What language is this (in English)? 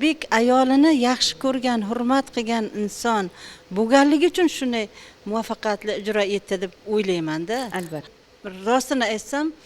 Uzbek